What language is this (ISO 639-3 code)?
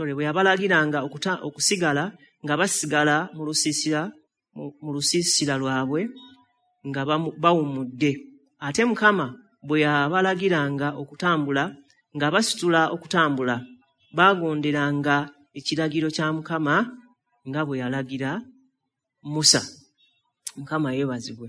lug